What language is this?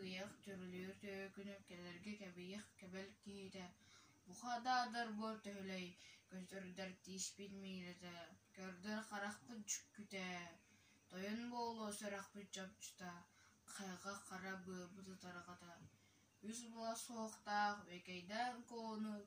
Yakut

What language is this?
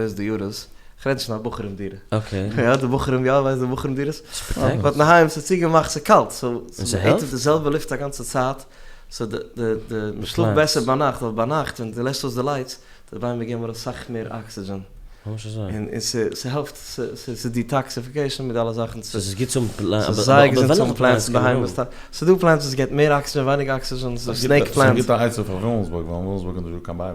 Yiddish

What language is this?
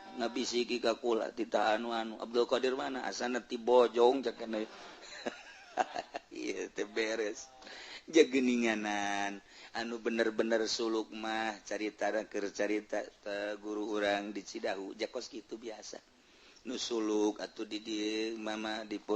Sundanese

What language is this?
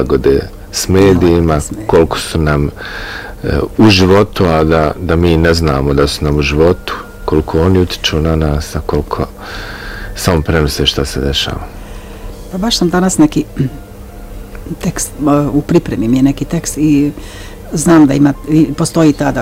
Bosnian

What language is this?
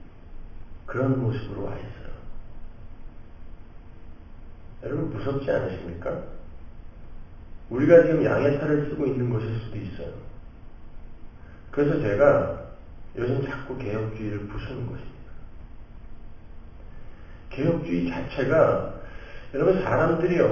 Korean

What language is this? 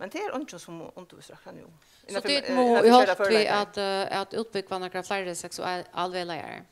Faroese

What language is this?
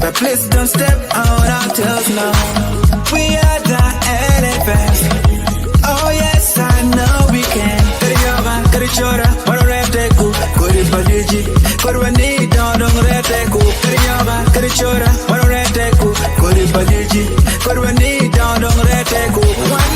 Acoli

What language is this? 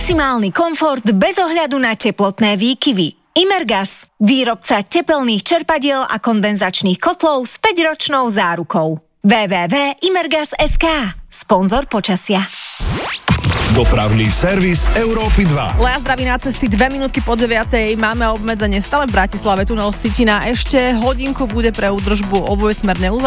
Slovak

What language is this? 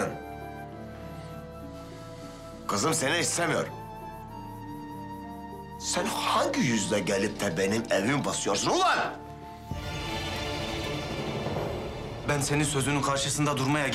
Turkish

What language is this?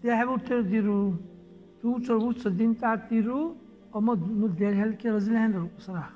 Dargwa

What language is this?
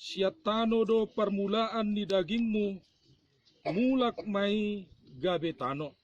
Batak Toba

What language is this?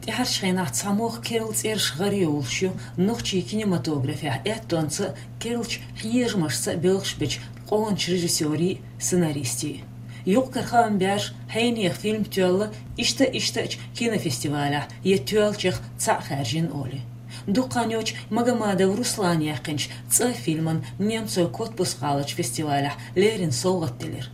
Chechen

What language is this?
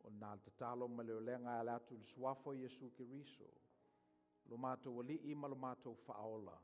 Samoan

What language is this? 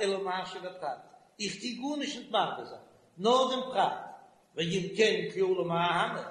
Yiddish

